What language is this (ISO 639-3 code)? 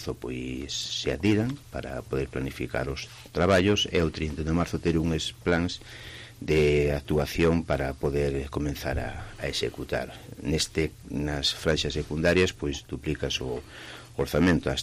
glg